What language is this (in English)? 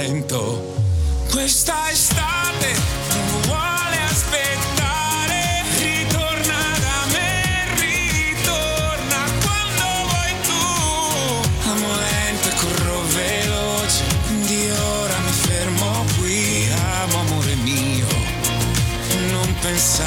Italian